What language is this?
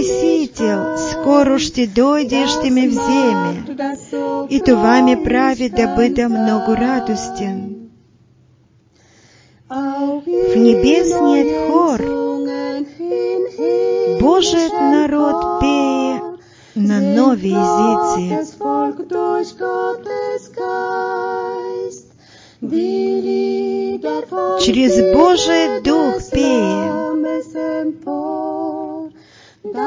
Bulgarian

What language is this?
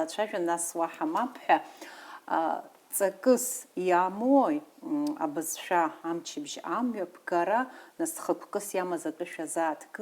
Abkhazian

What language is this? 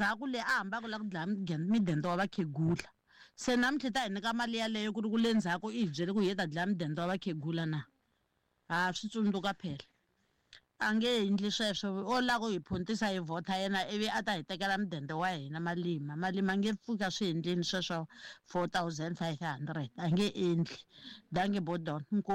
Tsonga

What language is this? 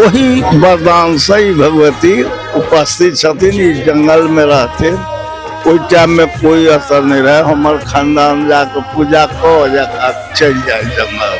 Maithili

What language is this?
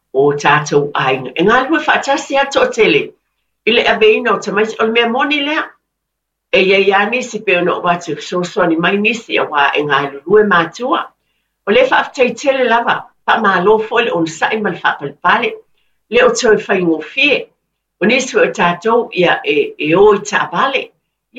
Samoan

